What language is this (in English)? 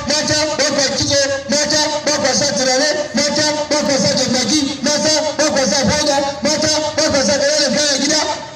Hausa